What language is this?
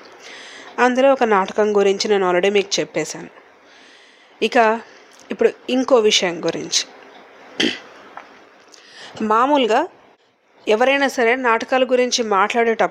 Telugu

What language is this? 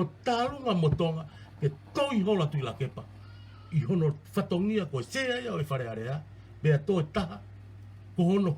Tongan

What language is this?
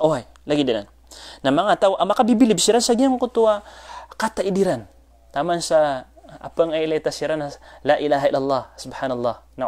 Maranao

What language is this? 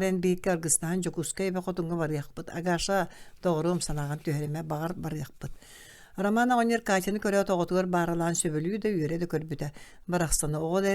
Yakut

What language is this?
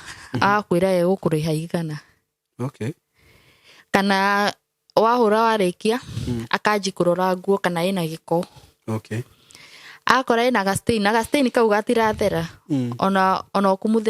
Kikuyu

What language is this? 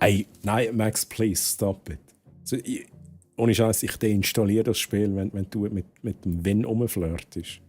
Swiss German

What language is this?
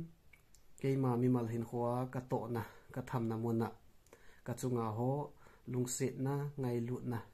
Thado Chin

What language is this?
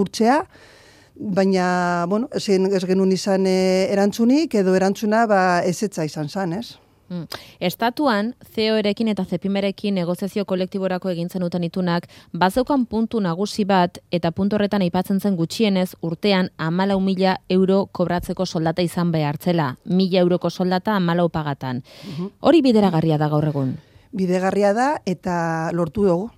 Basque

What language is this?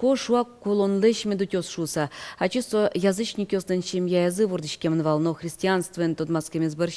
Udmurt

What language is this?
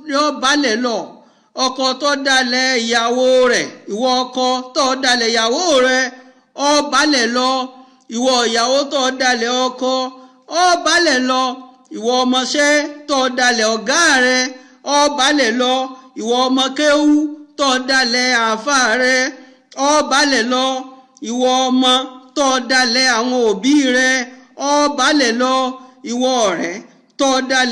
Yoruba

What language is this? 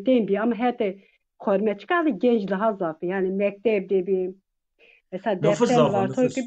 Zaza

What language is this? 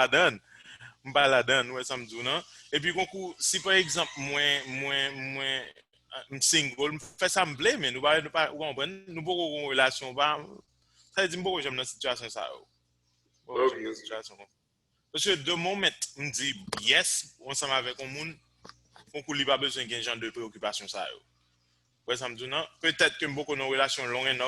Haitian Creole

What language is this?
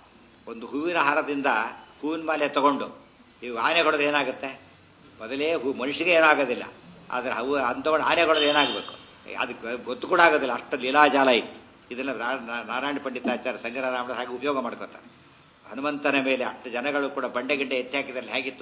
Kannada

